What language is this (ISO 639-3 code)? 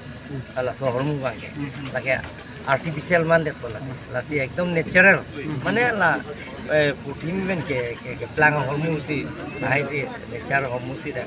mjw